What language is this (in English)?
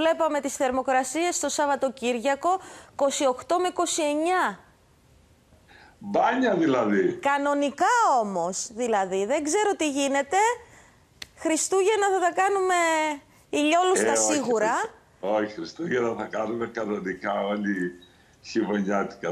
Greek